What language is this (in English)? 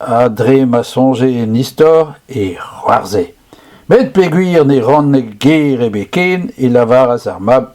Breton